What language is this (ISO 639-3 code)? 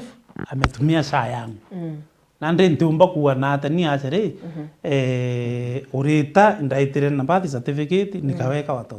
mer